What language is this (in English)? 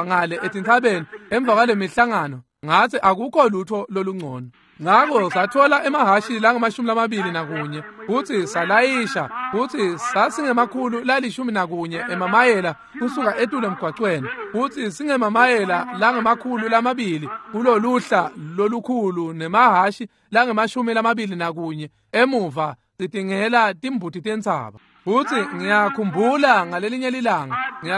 Swati